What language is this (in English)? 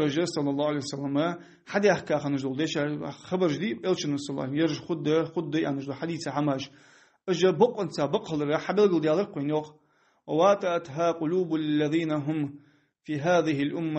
Ingush